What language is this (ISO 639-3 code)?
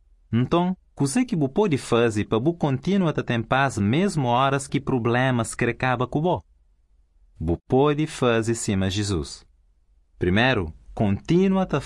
por